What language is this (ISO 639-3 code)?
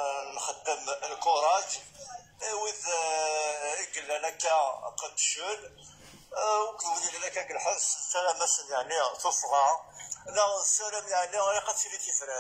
kab